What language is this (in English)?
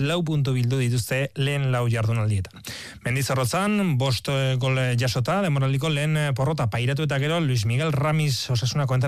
Basque